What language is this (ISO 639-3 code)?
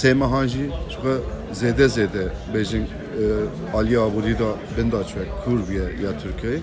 kur